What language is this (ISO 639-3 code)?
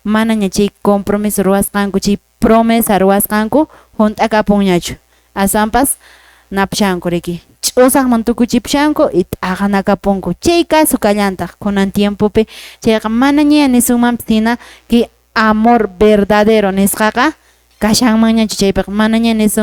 que